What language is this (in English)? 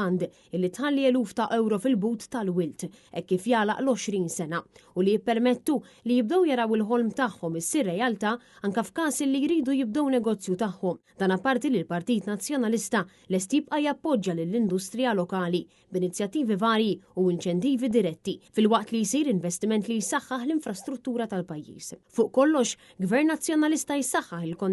Maltese